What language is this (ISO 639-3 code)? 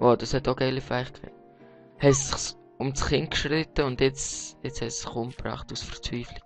gsw